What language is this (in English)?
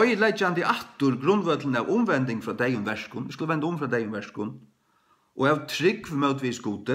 Faroese